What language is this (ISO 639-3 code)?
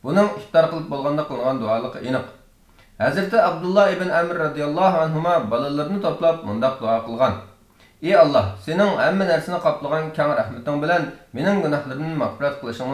uig